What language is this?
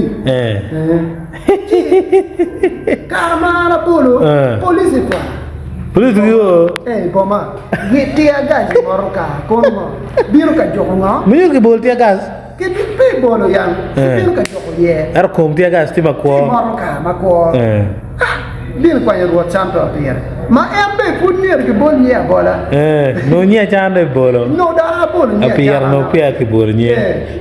Acoli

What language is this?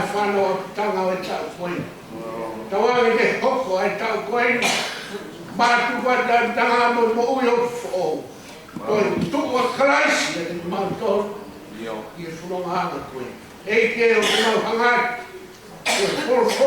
Tongan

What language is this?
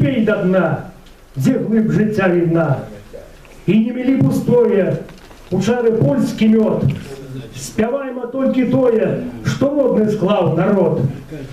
Belarusian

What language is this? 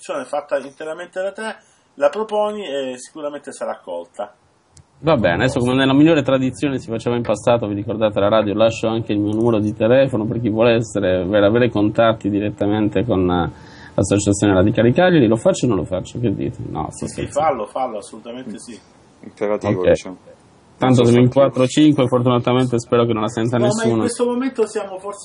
Italian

